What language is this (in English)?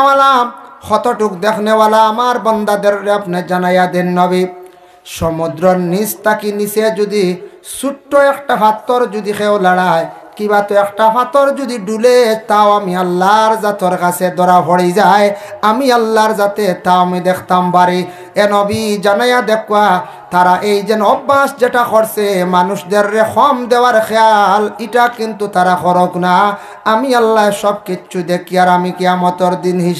Sylheti